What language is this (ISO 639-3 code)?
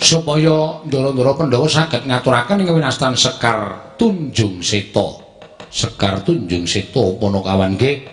jav